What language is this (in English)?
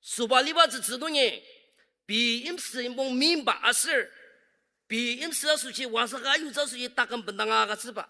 Ao Naga